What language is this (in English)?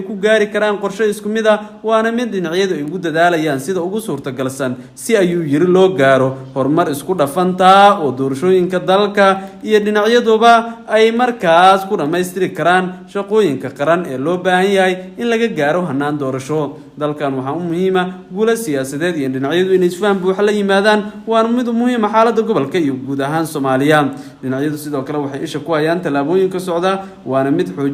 Somali